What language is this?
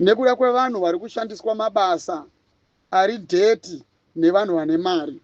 Shona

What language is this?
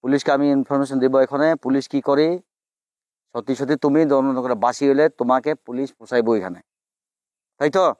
Kok Borok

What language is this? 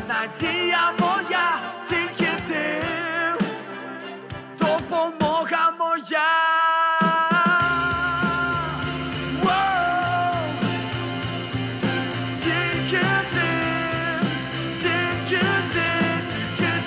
Ukrainian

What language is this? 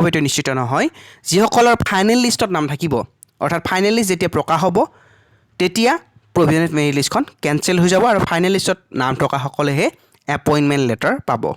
Assamese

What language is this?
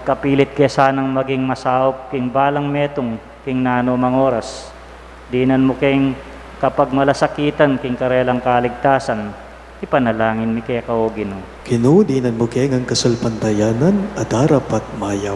Pampanga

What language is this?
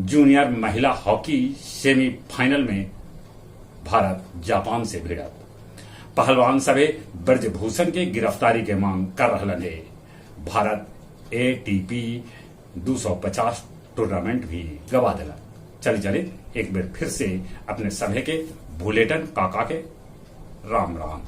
Magahi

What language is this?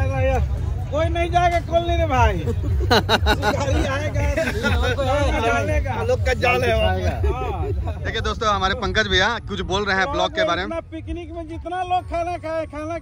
Hindi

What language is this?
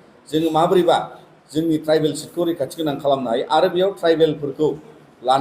Bodo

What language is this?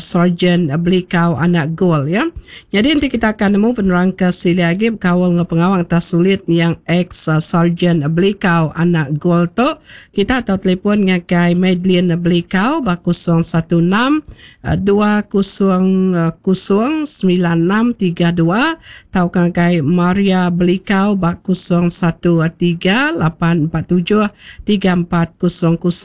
Iban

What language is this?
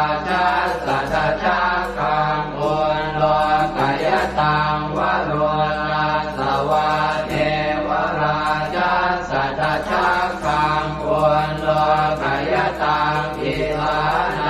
Pali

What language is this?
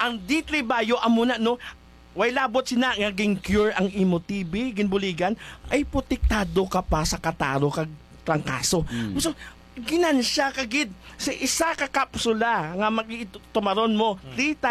Hiligaynon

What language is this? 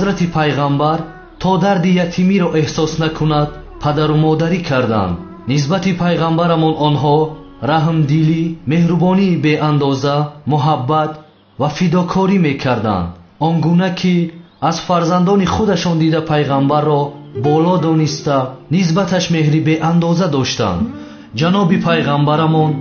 Persian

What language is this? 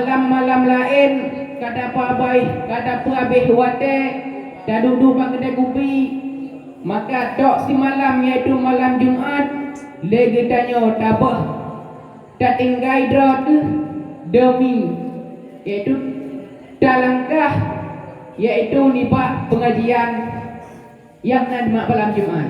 Achinese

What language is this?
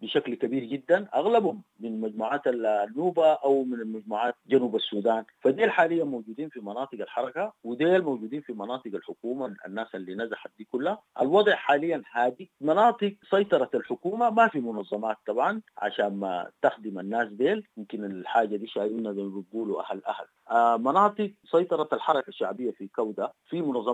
Sudanese Arabic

